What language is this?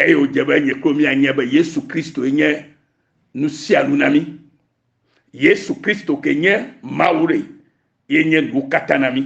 Ewe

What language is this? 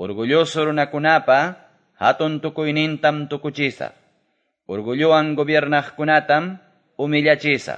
Quechua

